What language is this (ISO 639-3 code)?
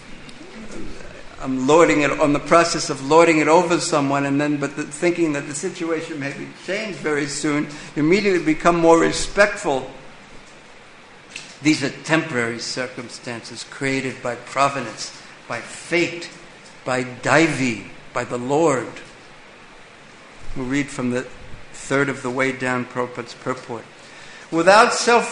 eng